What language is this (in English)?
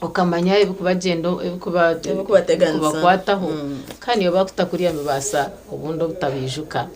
Nyankole